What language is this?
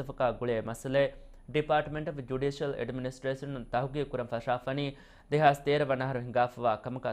Divehi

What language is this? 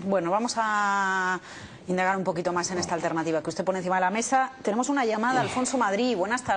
Spanish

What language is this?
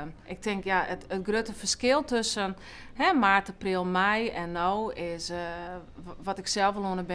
Western Frisian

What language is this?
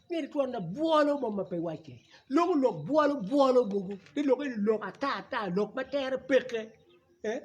Acoli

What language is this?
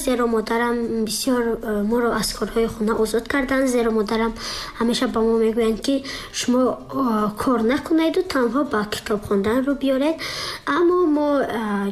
Tajik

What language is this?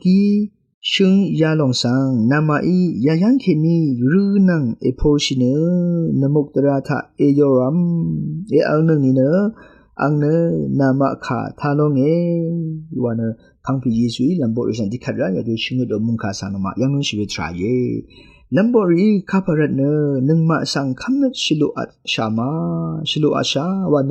Rawang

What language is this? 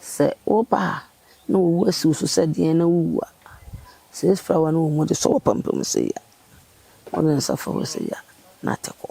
Akan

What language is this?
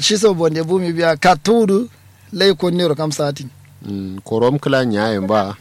Kanuri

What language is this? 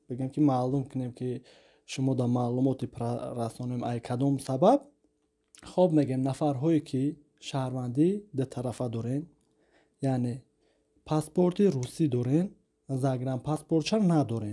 Tajik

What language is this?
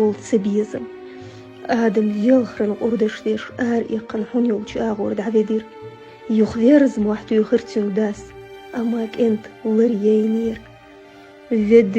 Chechen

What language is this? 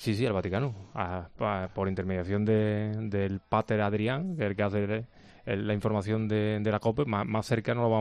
Spanish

